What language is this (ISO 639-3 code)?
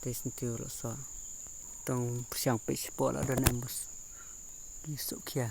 kha